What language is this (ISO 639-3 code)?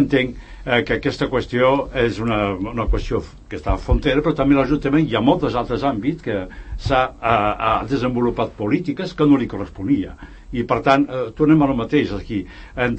cat